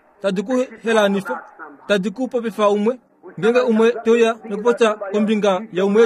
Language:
Kuanyama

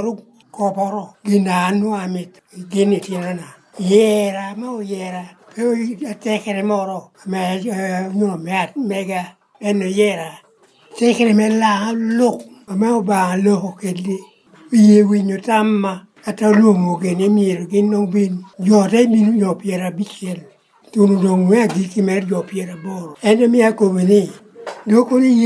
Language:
Lango (Uganda)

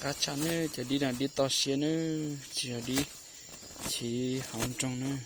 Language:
Hmong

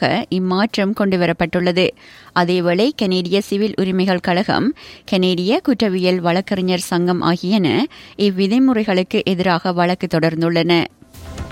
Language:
Tamil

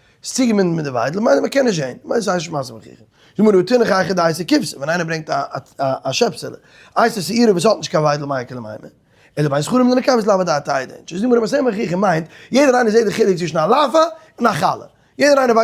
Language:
Yiddish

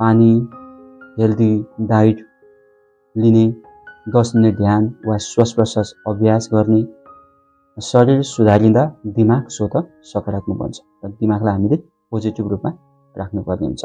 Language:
Nepali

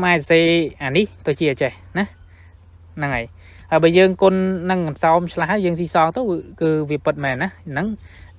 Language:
Khmer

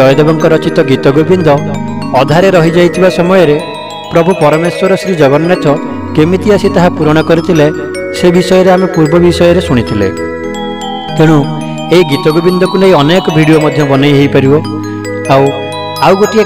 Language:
Odia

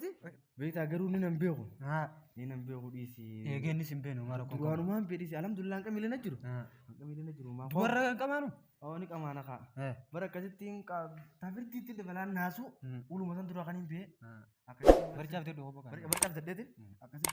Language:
Oromo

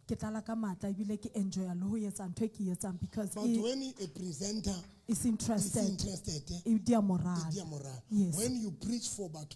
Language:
Southern Sotho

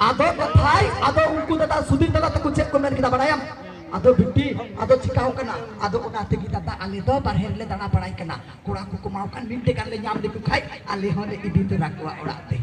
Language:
Santali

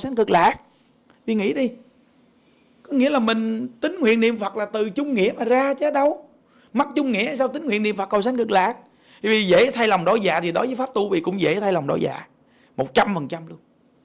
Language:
Vietnamese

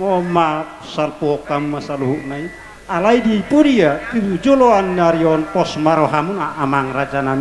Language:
Batak Simalungun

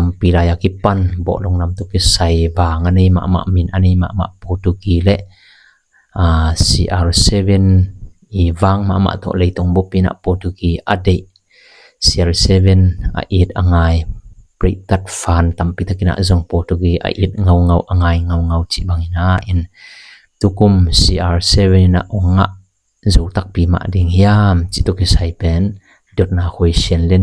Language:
Tedim Chin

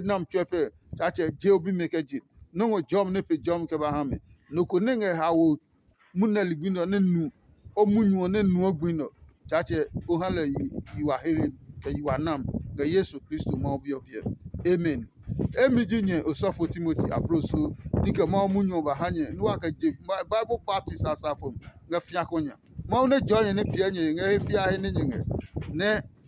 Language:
Adangme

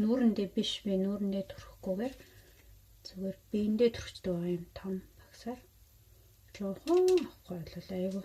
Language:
Mongolian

